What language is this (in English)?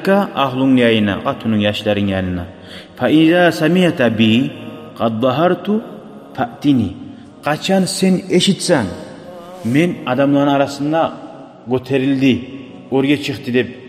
Kumyk